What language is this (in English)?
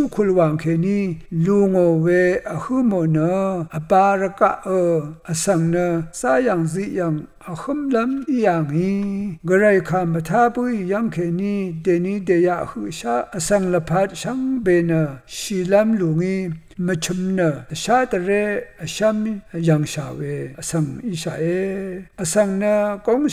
Rawang